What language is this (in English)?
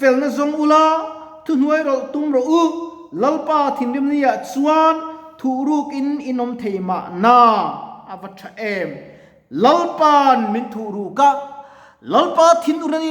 Mizo